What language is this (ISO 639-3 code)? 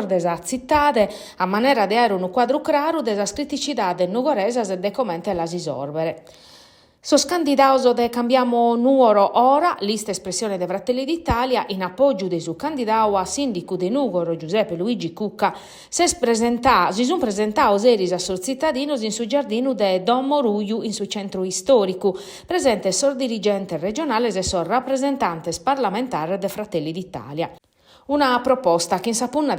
srd